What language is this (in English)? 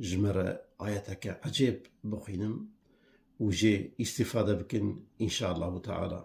Kurdish